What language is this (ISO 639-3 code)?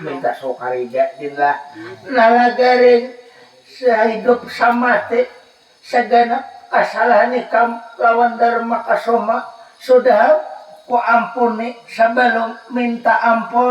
bjn